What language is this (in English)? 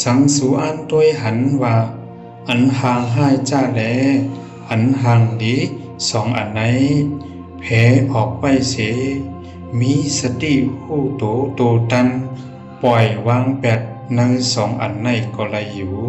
Shan